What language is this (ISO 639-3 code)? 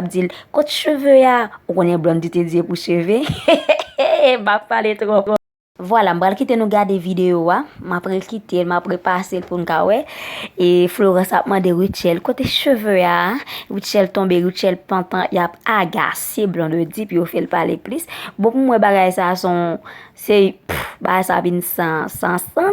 hat